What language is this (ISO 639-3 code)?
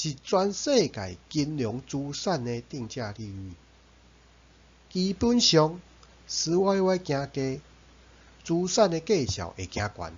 nan